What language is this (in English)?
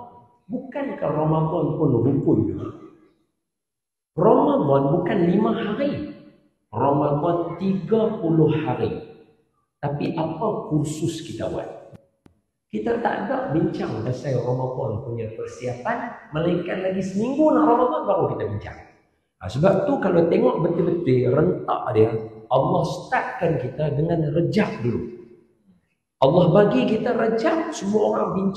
Malay